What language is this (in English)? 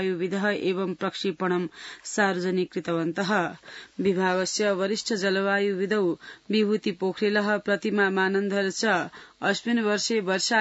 Sanskrit